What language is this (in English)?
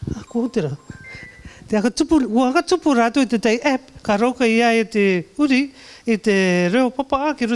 Rarotongan